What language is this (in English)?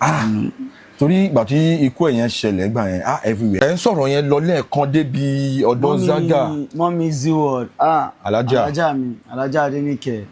Yoruba